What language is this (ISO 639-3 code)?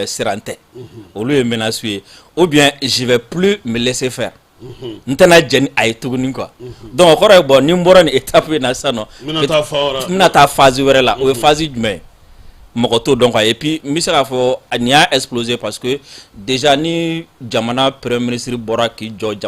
bam